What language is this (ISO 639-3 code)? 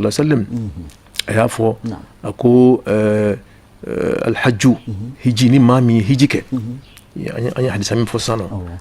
bam